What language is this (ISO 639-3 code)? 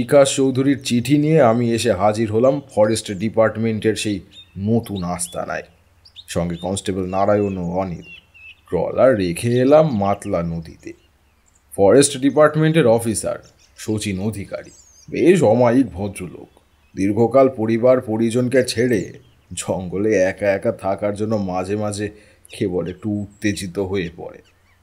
ben